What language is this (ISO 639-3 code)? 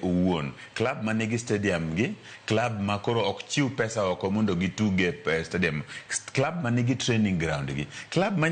luo